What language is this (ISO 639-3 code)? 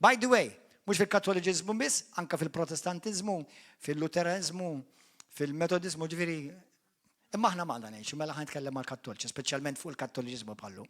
mlt